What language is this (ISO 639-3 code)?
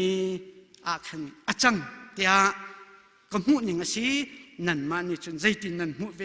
cnh